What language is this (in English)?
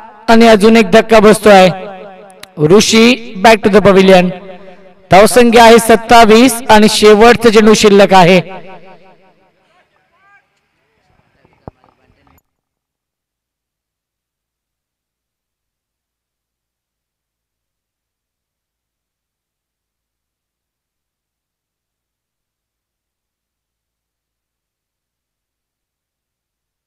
Marathi